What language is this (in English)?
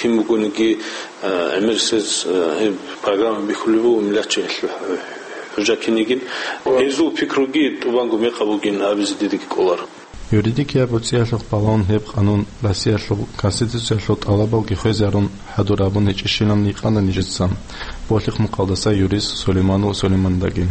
Avaric